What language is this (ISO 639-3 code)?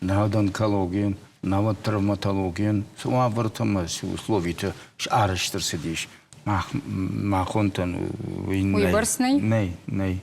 oss